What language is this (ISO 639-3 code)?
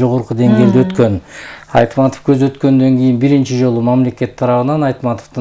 kir